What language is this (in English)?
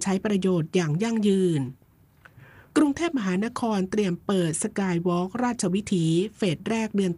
Thai